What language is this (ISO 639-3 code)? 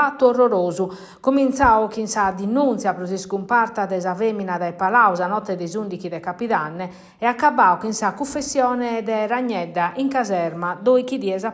srd